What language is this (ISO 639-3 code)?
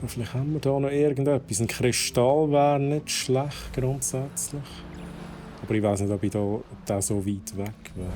gsw